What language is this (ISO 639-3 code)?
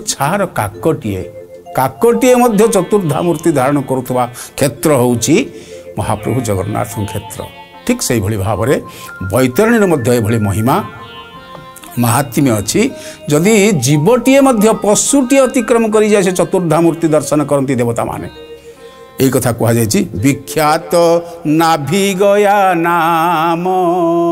ori